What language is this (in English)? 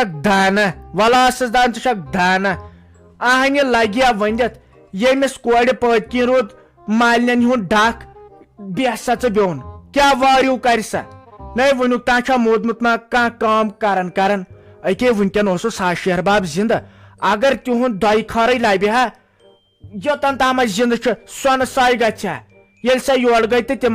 Kashmiri